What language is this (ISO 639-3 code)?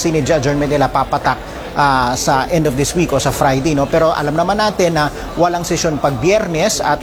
fil